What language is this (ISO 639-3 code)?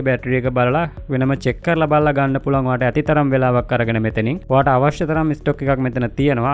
sin